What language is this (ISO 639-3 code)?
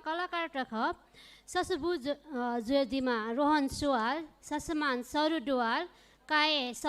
new